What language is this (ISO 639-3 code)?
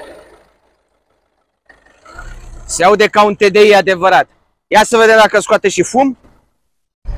ron